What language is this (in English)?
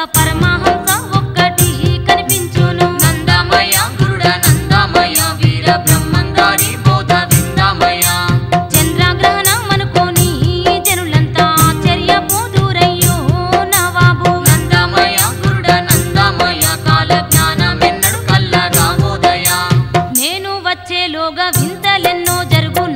Telugu